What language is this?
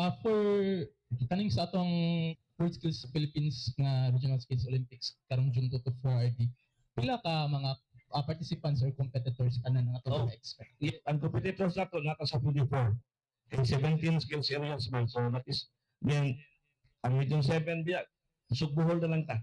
Cebuano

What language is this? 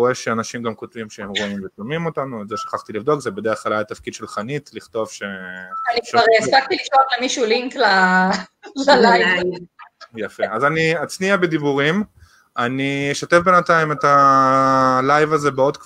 Hebrew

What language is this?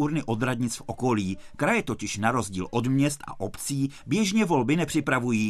Czech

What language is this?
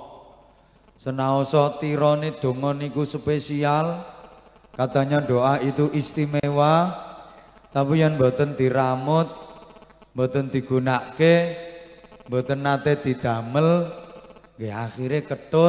Javanese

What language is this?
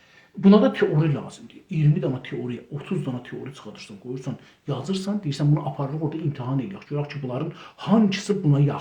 South Azerbaijani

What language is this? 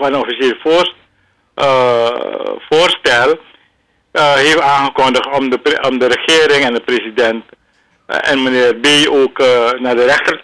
Dutch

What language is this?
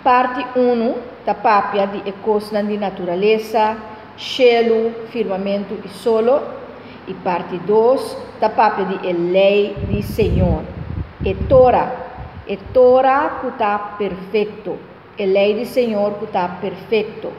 Papiamento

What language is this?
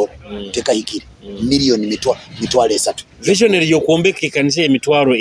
Nyoro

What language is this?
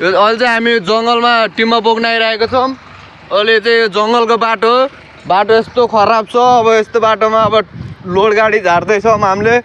Nepali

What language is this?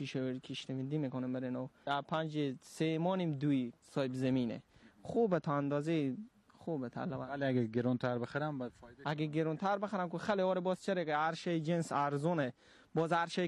Persian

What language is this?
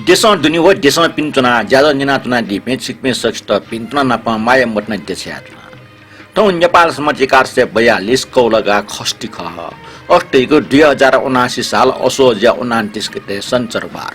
Newari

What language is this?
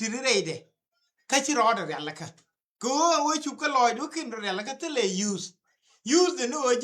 Nuer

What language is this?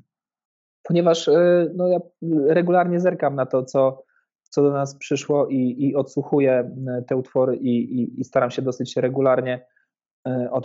Polish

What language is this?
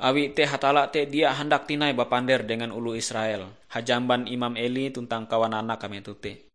Ngaju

